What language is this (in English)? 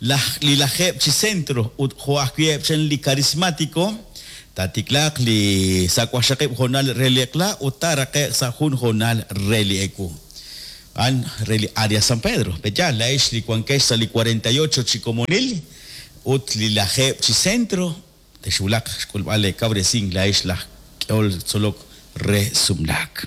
Kekchí